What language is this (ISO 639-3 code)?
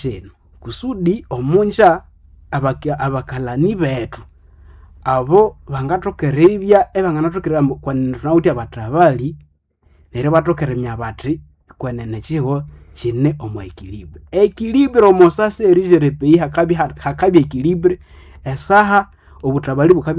nnb